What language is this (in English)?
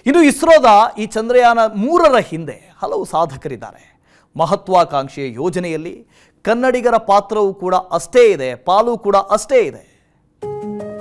Kannada